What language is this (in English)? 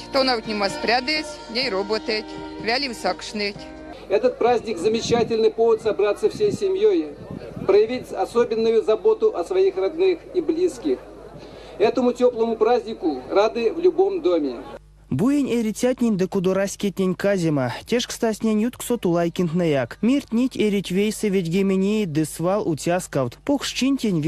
Erzya